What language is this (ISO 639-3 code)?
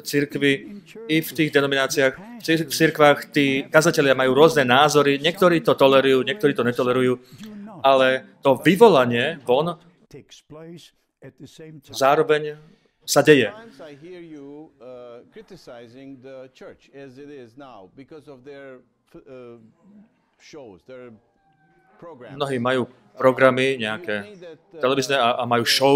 slk